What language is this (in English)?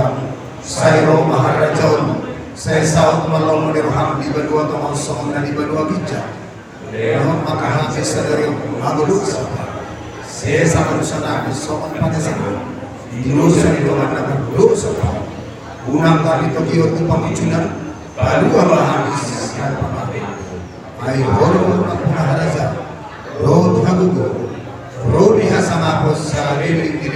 Batak Toba